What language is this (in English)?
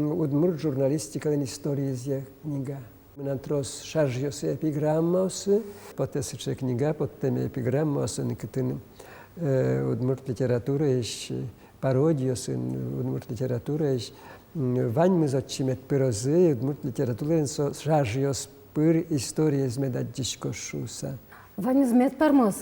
Udmurt